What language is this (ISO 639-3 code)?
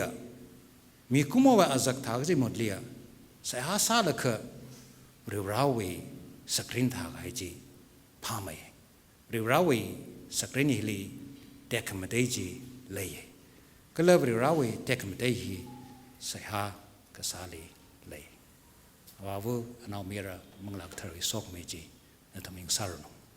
nmf